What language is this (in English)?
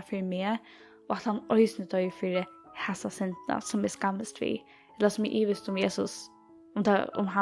Faroese